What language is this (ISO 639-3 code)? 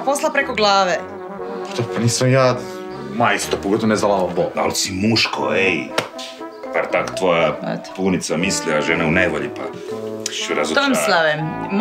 hrv